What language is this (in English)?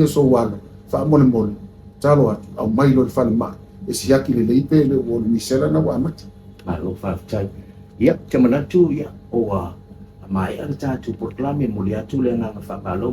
Samoan